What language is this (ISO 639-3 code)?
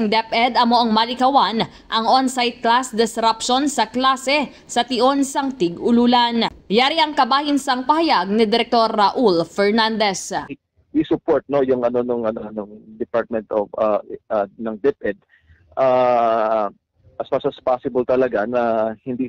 hil